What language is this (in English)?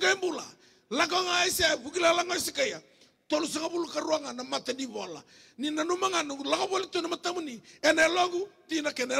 Fijian